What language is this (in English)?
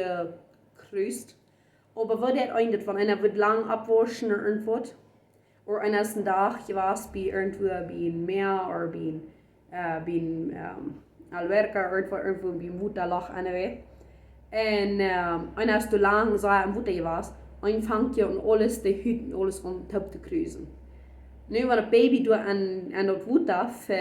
Plautdietsch